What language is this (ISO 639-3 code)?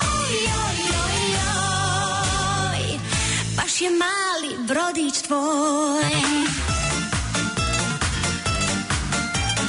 hrv